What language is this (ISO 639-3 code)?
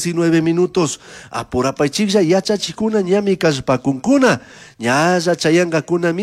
qug